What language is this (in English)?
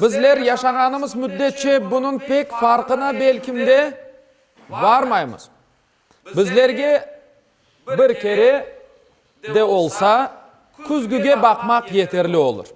Crimean Tatar